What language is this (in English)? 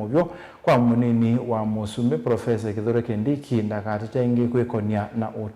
Kamba